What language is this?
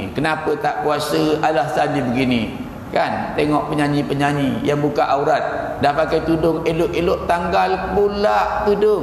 Malay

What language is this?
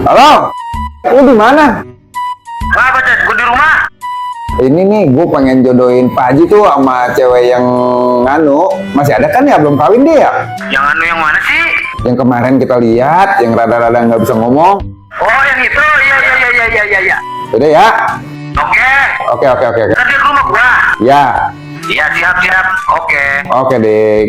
Betawi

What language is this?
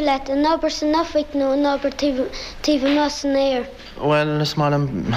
Irish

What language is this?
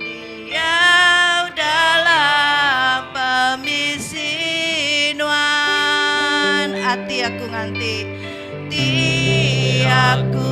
Iban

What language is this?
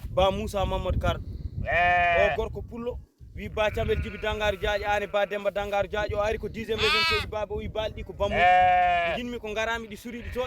Fula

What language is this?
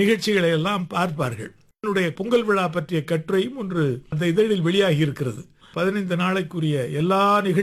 Tamil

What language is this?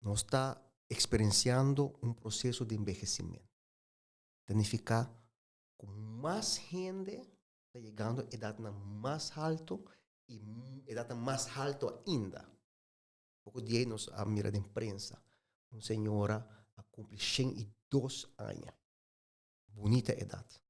Papiamento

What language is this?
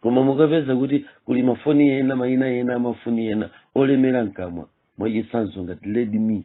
Nyanja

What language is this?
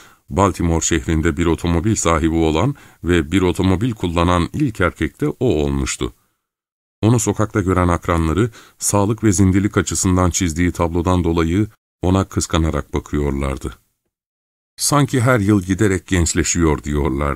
Turkish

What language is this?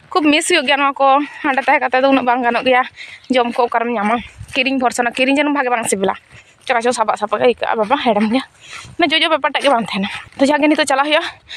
Santali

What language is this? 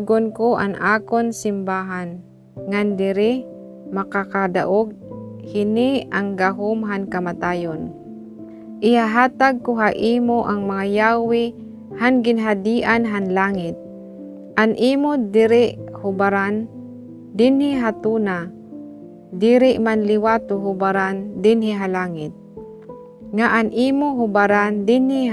Waray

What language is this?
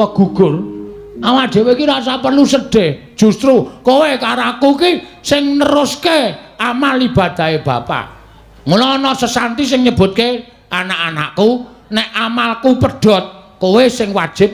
Javanese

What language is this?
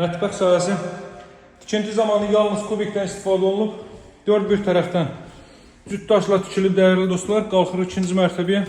Azerbaijani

